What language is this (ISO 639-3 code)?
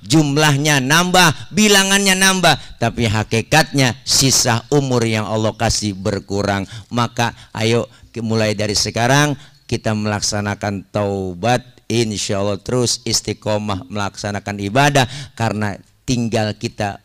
bew